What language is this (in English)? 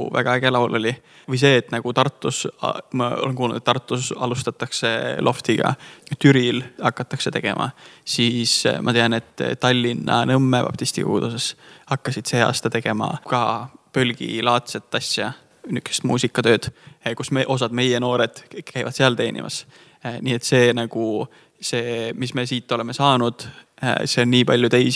Estonian